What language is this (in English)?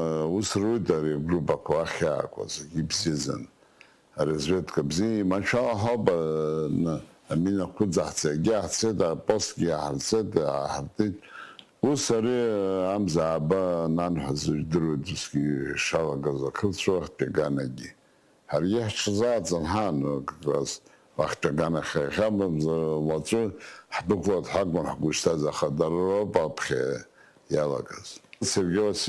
Abkhazian